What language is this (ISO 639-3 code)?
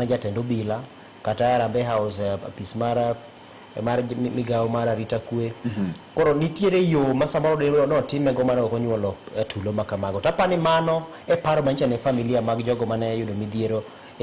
luo